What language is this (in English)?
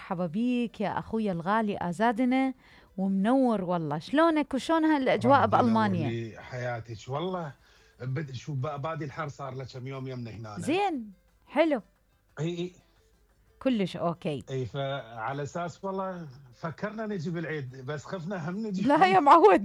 Mesopotamian Arabic